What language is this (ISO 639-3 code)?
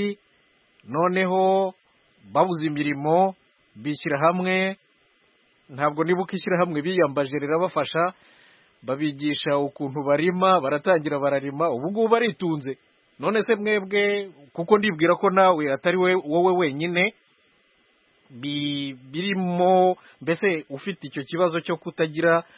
kin